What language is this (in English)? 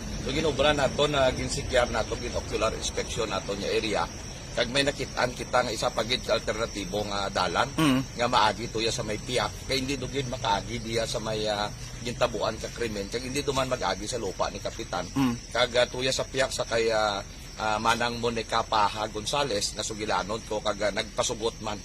Hiligaynon